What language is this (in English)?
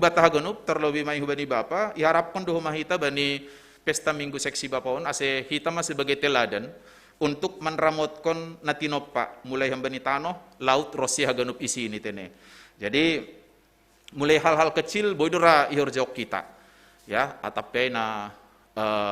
Batak Simalungun